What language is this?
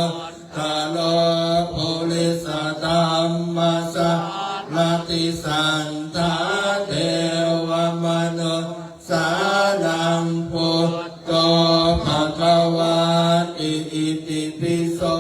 Pali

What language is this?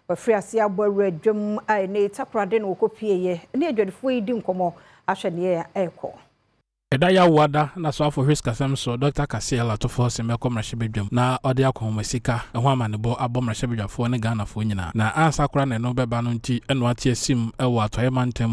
Akan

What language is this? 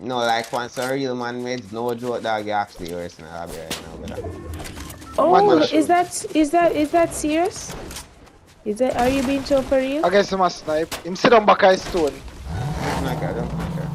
Jamaican Creole English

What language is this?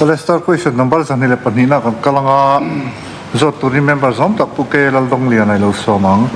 Mizo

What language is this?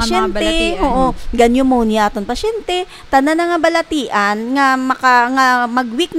Hiligaynon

